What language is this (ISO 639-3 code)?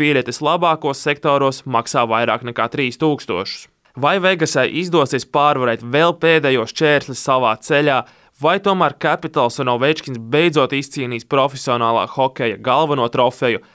lav